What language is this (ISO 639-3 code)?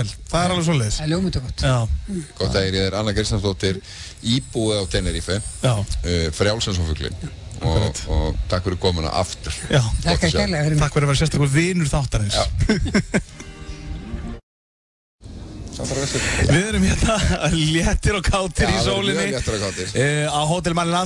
isl